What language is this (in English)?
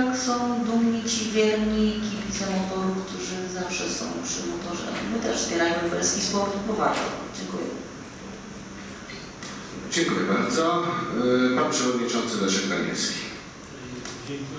Polish